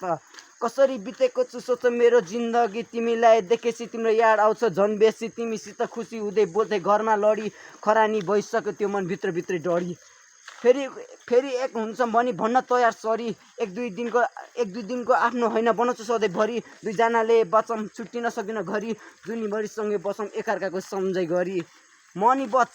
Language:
Nepali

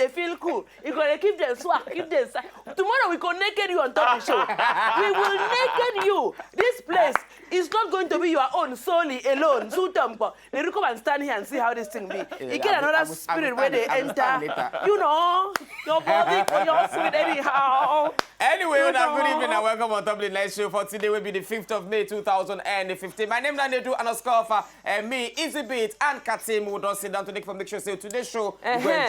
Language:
Nigerian Pidgin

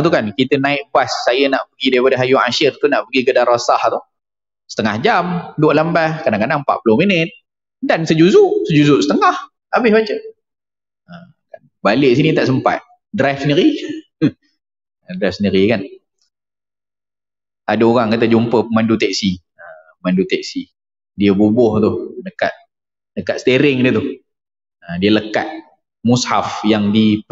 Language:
Malay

